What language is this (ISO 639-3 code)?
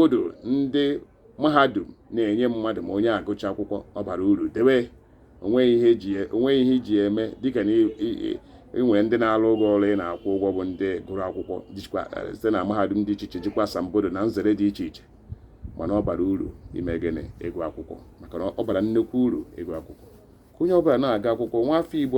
ibo